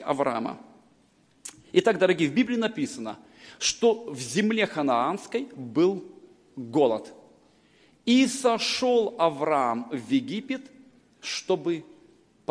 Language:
Russian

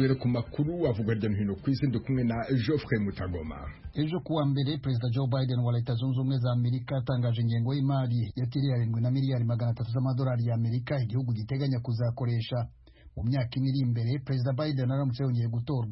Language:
Kinyarwanda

